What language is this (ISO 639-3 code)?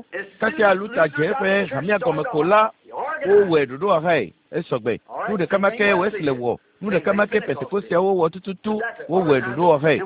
ewe